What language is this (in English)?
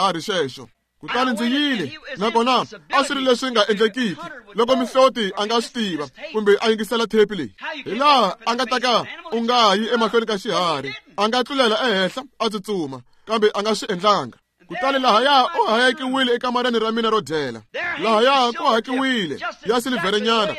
Tsonga